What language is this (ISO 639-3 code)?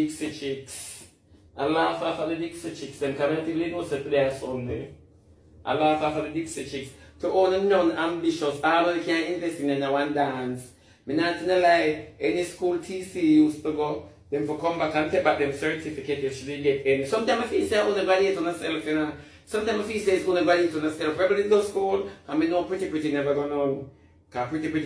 jam